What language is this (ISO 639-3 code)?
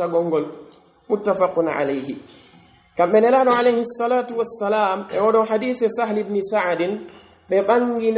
fuf